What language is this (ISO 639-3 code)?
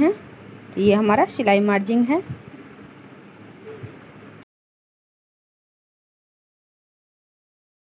hin